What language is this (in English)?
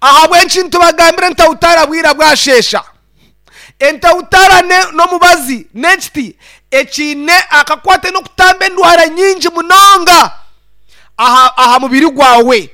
Nyankole